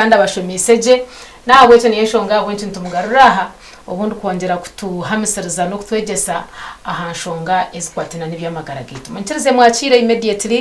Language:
Nyankole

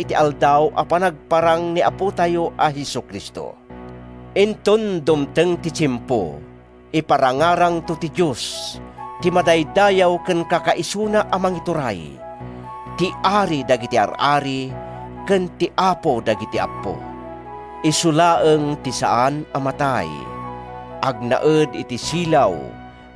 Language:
Iloko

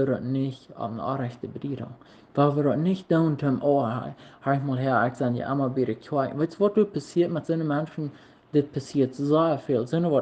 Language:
Plautdietsch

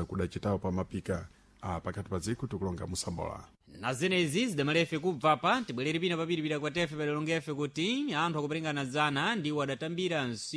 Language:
Sena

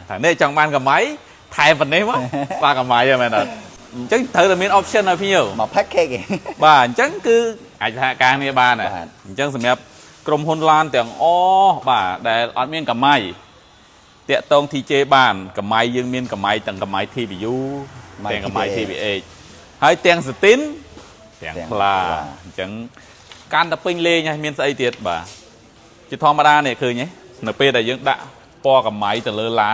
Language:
Khmer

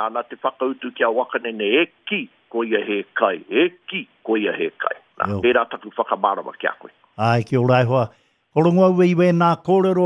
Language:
Māori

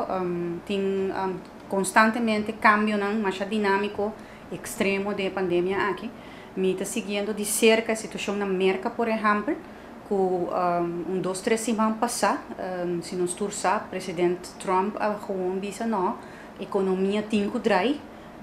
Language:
Papiamento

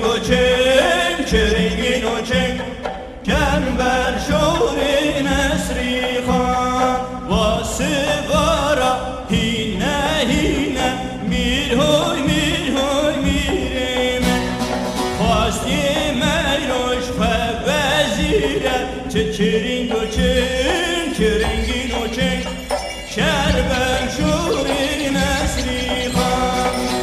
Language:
Kurdish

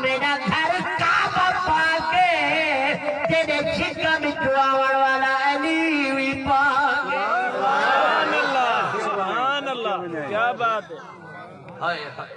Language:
Saraiki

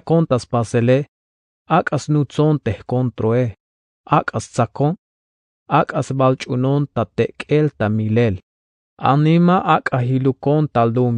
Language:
Tzeltal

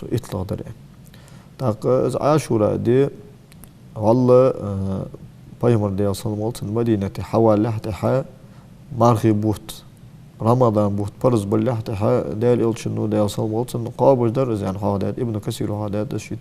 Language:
Ingush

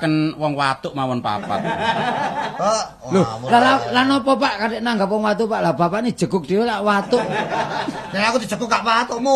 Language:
Javanese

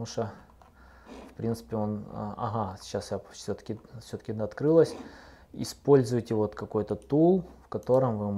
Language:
Russian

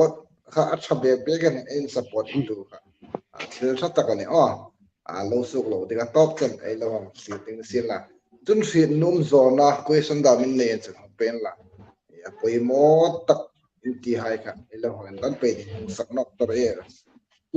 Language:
Hmar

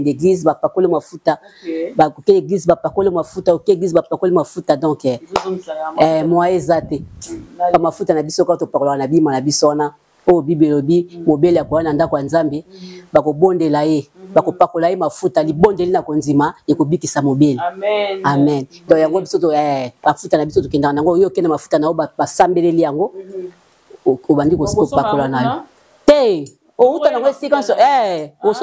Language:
Lingala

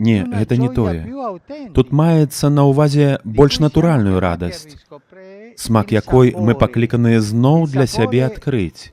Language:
Belarusian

